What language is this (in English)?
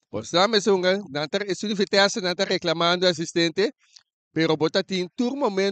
Papiamento